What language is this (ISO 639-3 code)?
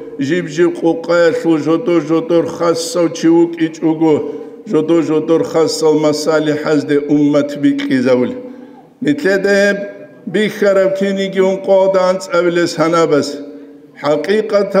ava